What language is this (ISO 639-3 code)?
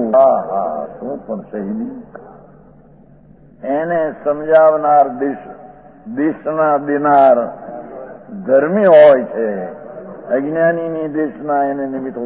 guj